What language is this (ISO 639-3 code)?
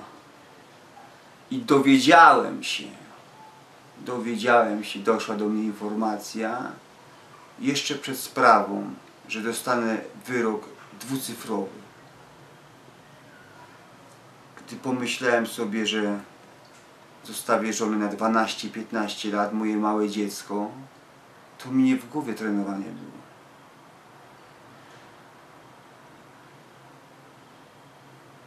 pol